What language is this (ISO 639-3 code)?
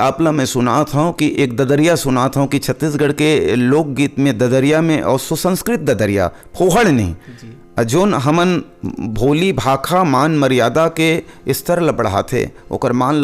hne